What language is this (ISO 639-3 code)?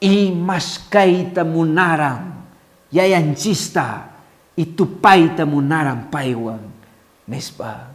que